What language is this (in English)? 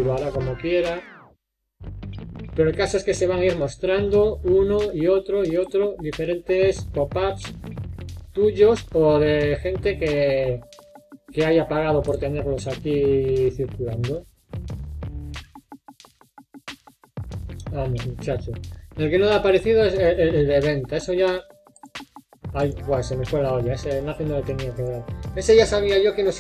Spanish